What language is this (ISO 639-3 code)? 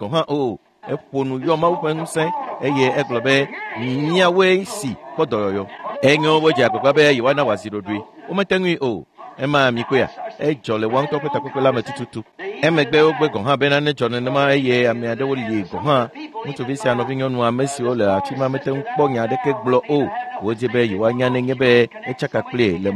ewe